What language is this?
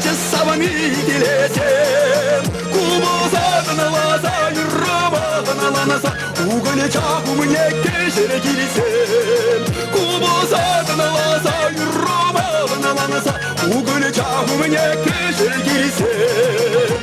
Chuvash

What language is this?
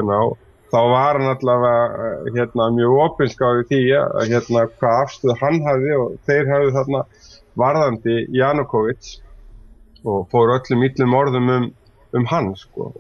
Icelandic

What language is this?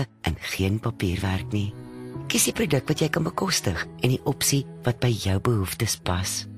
Afrikaans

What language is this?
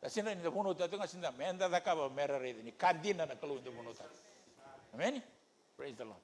Fijian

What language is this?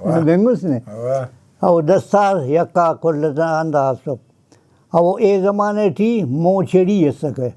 Brahui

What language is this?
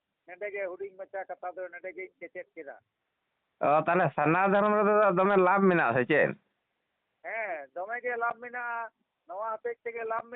Santali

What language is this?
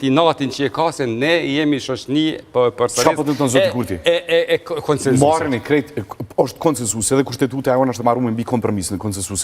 Albanian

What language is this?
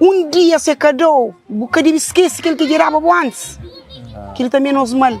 Kabuverdianu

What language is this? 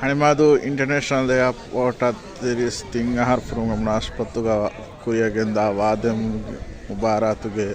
Divehi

